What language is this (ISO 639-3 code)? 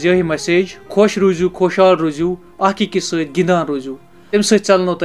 kas